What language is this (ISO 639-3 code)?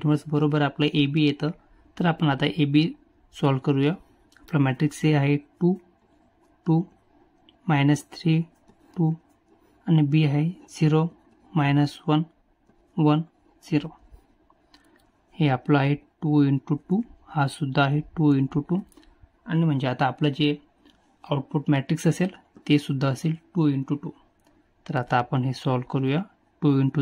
mar